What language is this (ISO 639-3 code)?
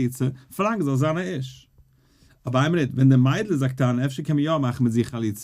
yid